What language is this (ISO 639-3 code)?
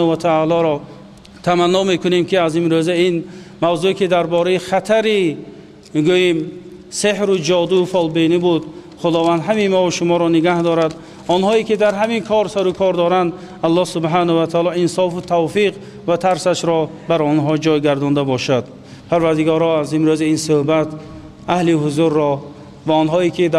tgk